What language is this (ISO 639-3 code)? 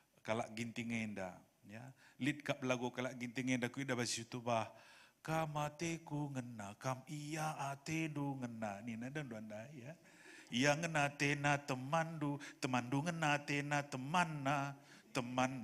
btx